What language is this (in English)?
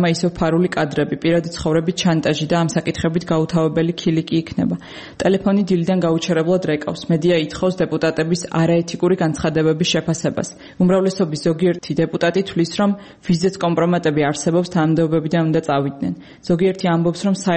Georgian